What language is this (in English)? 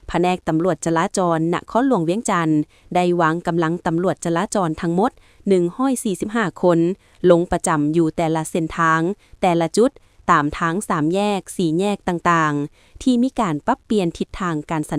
Lao